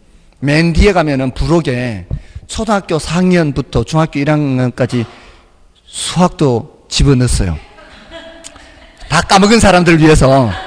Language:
Korean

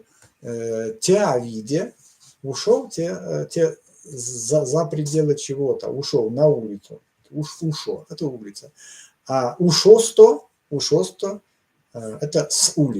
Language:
Erzya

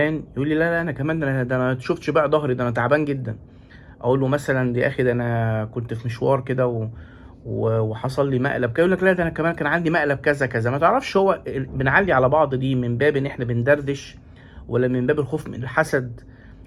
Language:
Egyptian Arabic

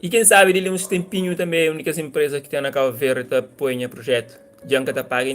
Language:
Kabuverdianu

